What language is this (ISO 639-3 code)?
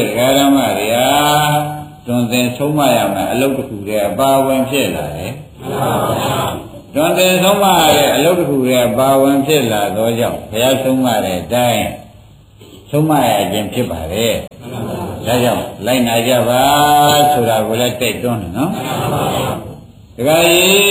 mya